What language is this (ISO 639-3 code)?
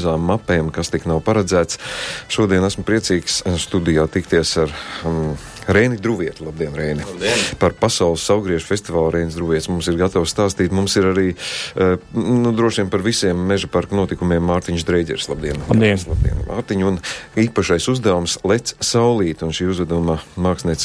lav